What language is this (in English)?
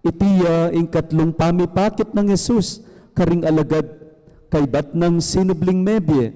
Pampanga